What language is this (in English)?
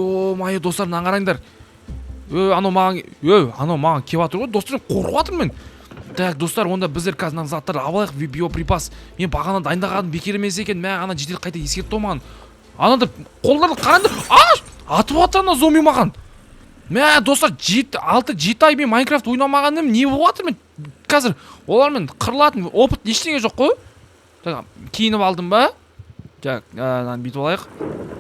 Kazakh